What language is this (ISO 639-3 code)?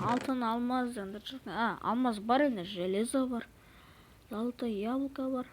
kaz